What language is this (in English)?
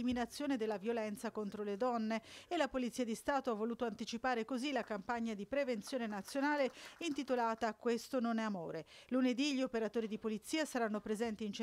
Italian